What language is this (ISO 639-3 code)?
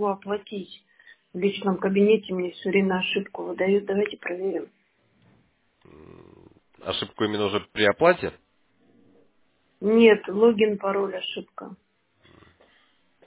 rus